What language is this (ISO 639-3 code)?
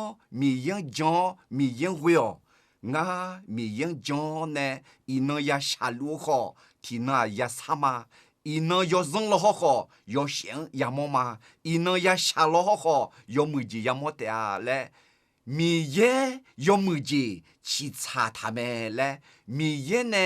ahk